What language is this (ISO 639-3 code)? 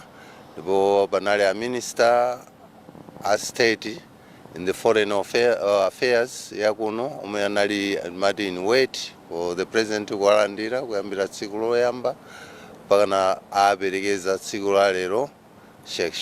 nya